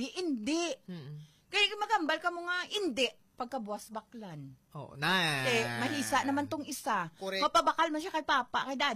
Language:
Hiligaynon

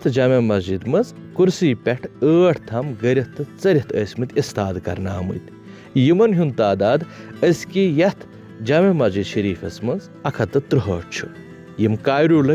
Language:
Kashmiri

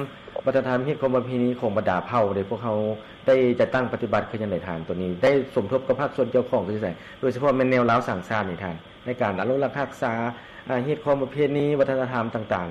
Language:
Lao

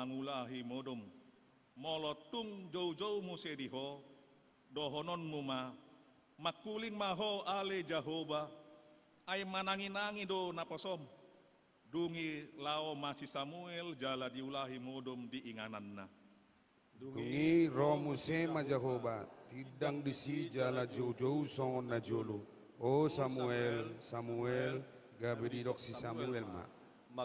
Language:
Batak Toba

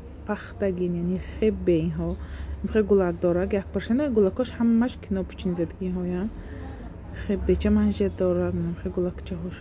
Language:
Tajik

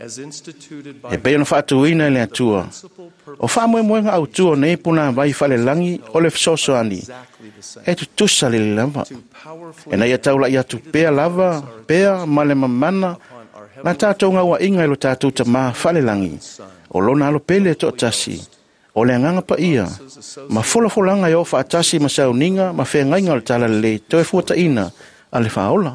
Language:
Samoan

